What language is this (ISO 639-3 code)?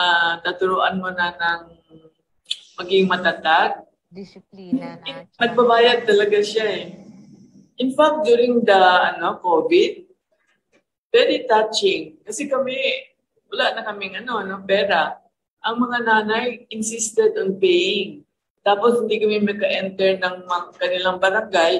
fil